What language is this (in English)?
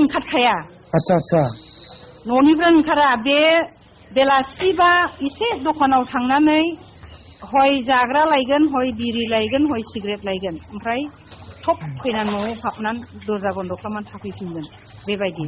Bodo